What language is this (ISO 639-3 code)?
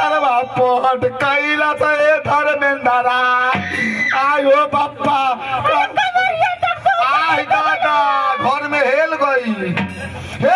bho